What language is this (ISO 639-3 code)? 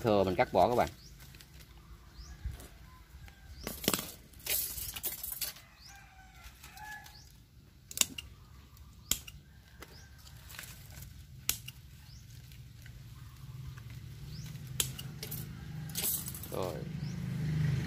vie